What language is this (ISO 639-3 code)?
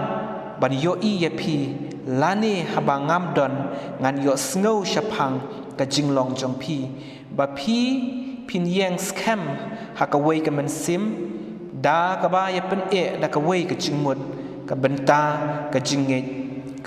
kha